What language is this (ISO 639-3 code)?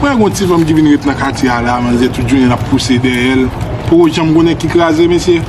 hat